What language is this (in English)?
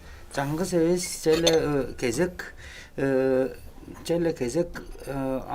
Tuvinian